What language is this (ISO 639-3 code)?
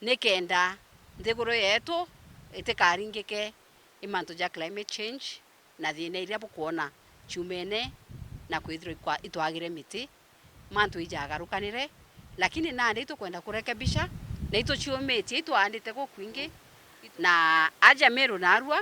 mer